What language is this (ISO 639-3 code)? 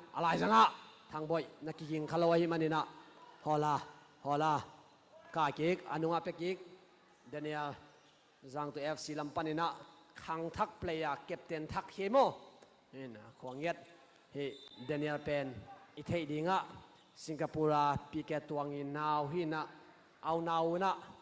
ctd